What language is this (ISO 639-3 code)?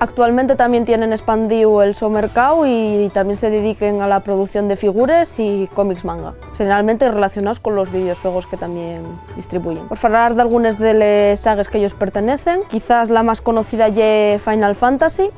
ast